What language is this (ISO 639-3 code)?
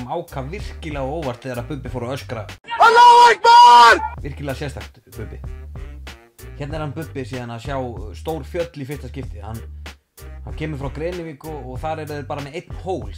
isl